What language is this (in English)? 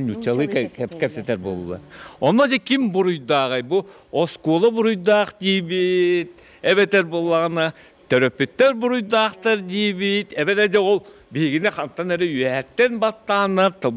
Yakut